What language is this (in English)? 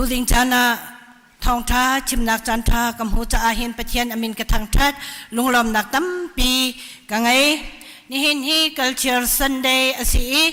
Hakha Chin